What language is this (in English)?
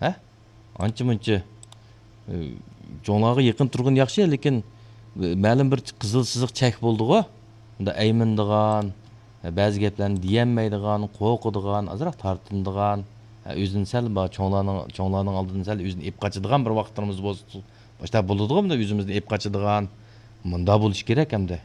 Uyghur